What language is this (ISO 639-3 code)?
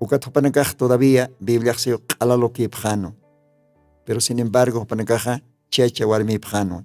aym